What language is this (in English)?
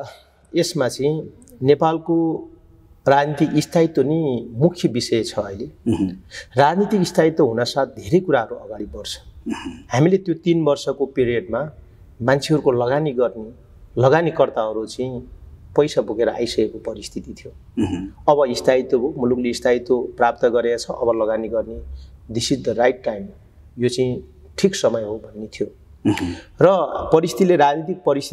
Nepali